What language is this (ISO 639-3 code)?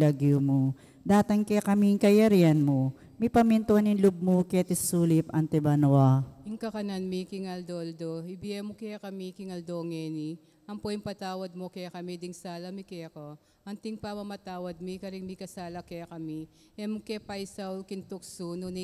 pam